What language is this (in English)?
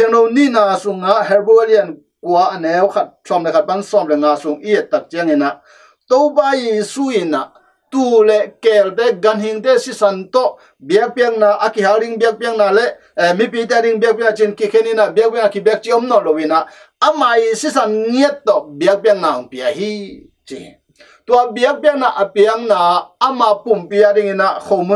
Tedim Chin